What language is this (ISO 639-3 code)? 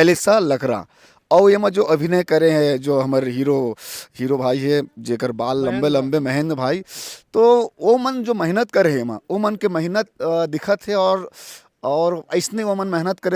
hne